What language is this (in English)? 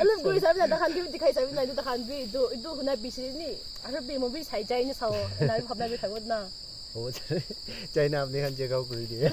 Naga Pidgin